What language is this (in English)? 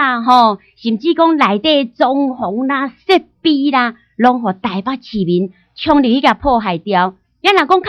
Min Nan Chinese